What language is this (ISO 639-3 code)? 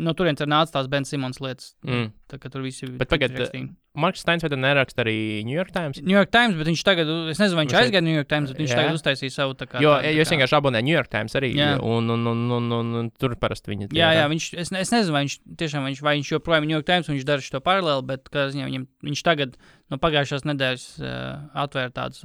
lav